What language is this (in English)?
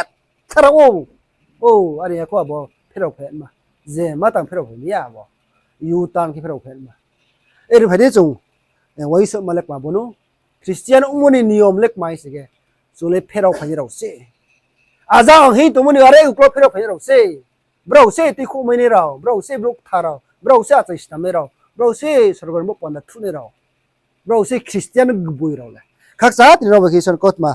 Riang (India)